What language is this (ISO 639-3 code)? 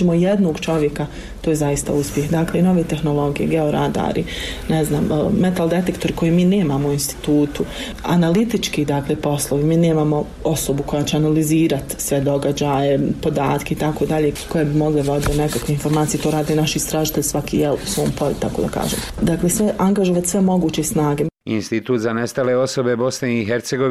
bos